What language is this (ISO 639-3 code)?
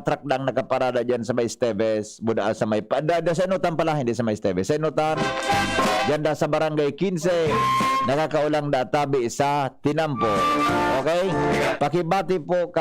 bik